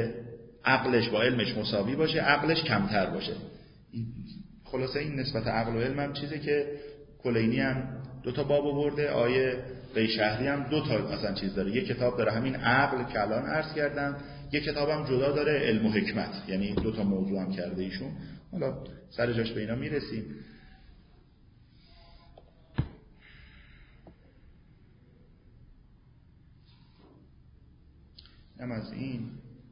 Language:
Persian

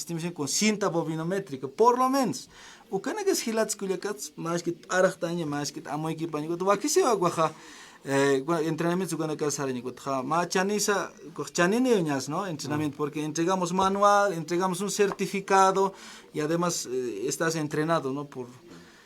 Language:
Aymara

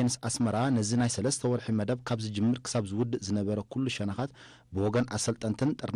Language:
Tigrinya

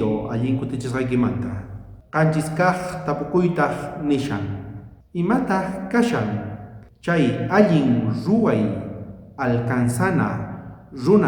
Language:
South Bolivian Quechua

